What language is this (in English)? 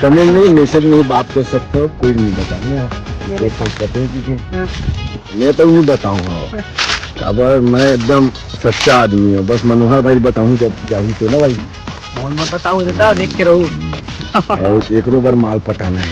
Chhattisgarhi